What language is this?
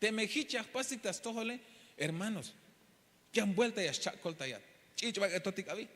Tzeltal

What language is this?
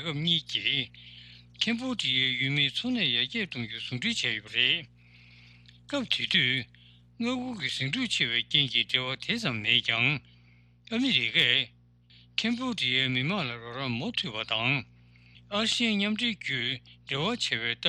Tibetan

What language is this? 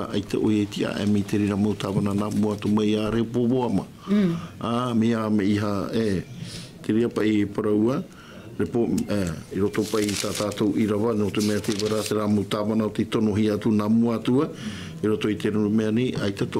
Tahitian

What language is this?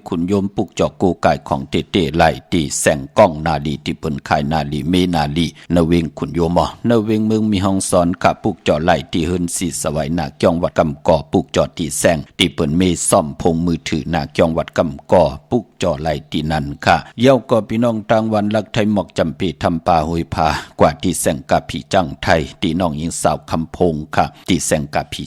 Shan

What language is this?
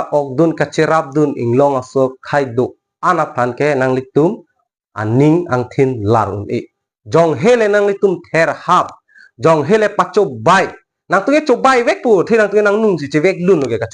Karbi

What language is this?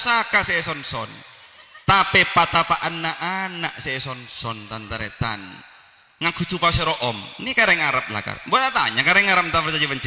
Madurese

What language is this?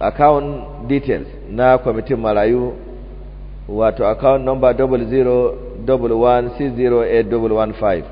Hausa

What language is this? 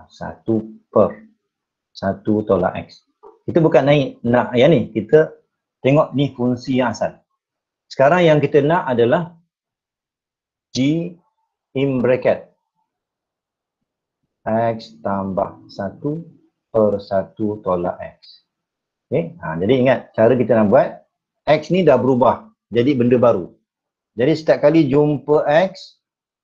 Malay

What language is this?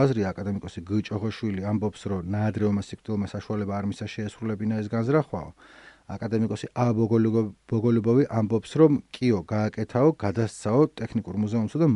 Georgian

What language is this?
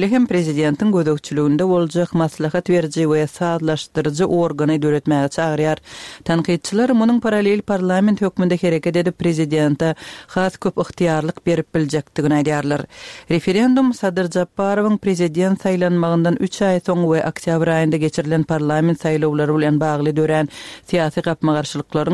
Turkmen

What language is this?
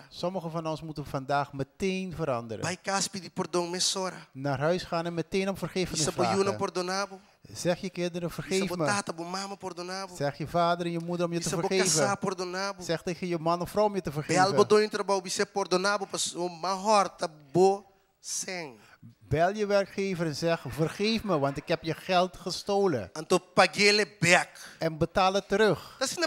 Papiamento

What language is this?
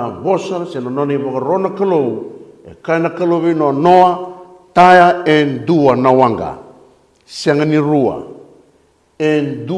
Fijian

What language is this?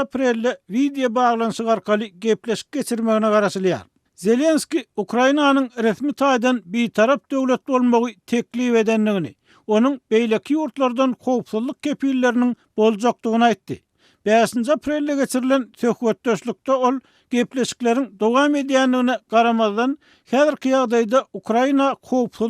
Turkmen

